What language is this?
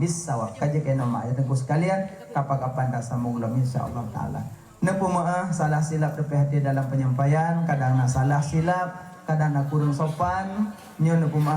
Achinese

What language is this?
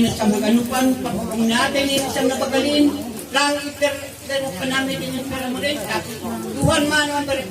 Batak Simalungun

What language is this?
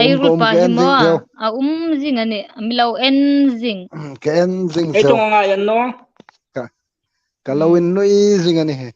Hmar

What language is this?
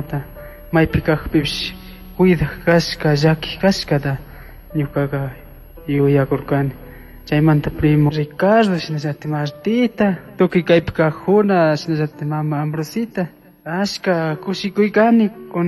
Chimborazo Highland Quichua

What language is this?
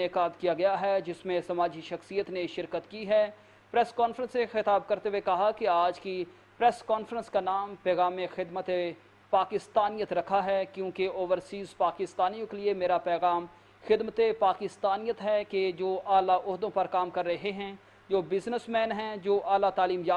Urdu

